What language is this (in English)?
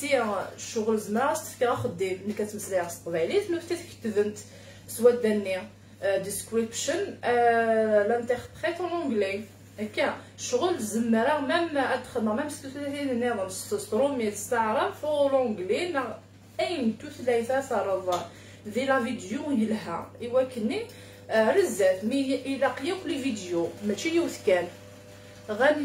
Kabyle